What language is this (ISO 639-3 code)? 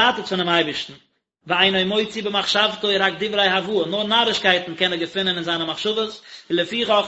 yid